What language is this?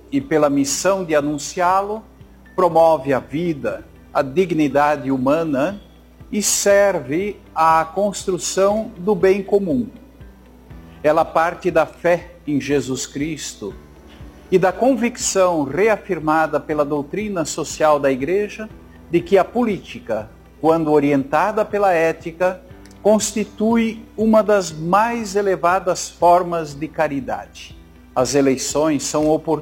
Portuguese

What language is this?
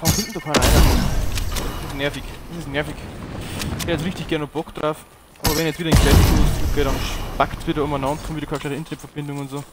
Bavarian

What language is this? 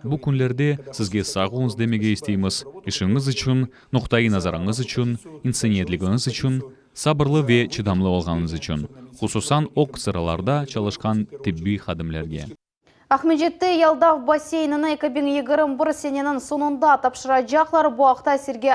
Crimean Tatar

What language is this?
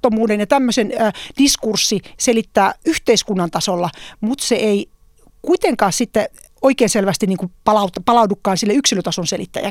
Finnish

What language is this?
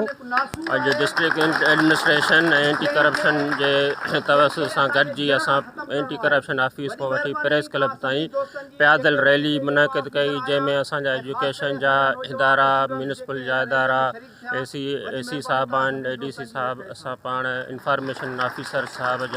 Sindhi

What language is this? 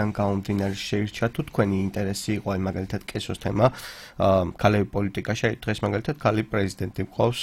Georgian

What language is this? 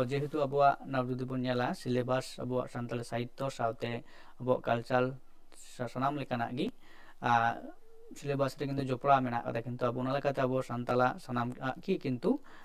Santali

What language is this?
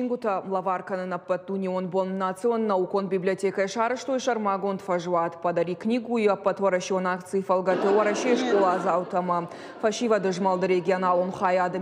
Ossetic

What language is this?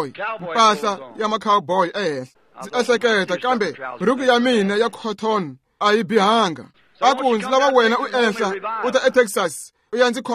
Tsonga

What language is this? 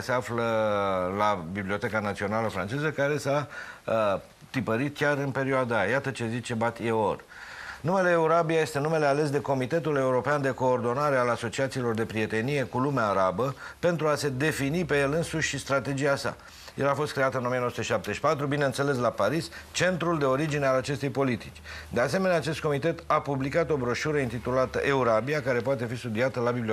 Romanian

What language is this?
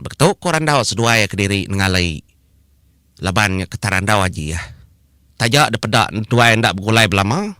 Iban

